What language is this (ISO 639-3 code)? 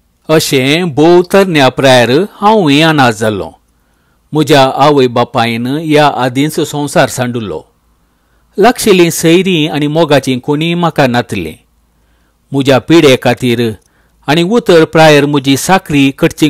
kok